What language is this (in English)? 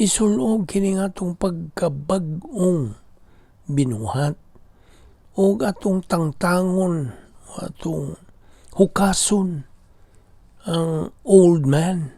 Cebuano